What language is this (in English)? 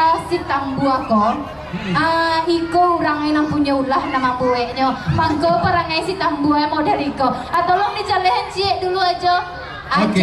Minangkabau